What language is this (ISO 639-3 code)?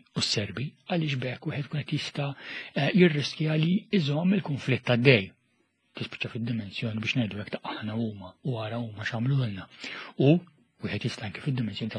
mlt